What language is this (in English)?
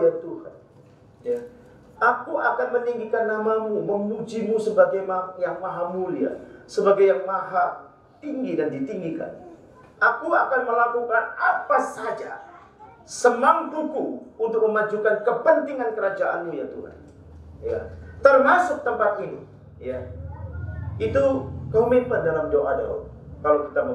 Indonesian